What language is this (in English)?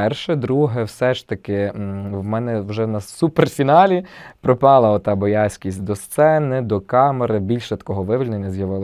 Ukrainian